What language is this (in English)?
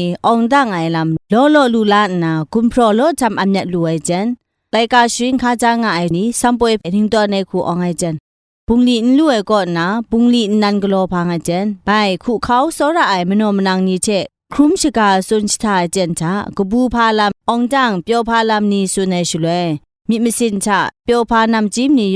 Kachin